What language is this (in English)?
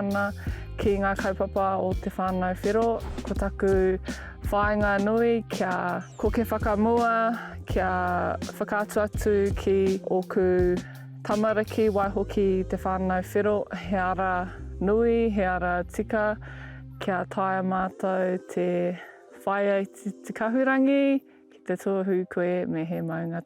Māori